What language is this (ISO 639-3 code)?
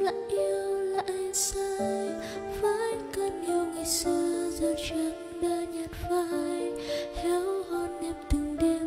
vie